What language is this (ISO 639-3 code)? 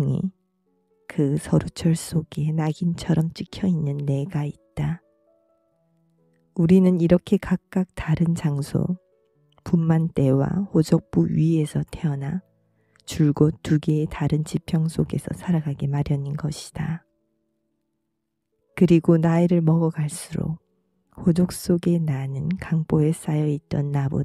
kor